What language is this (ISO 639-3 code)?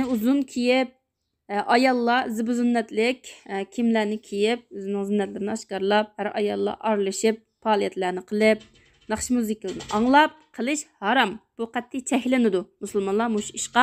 uig